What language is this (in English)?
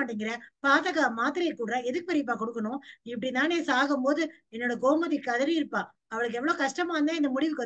Tamil